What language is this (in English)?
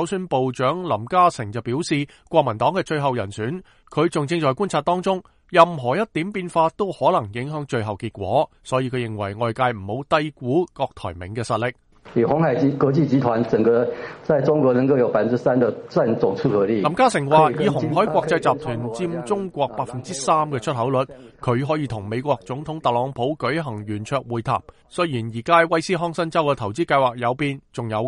Cantonese